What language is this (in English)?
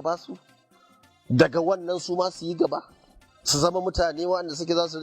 Hausa